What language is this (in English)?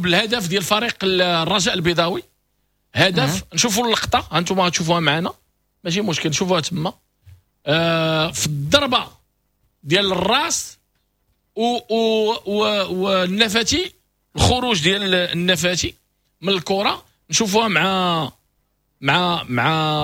Moroccan Arabic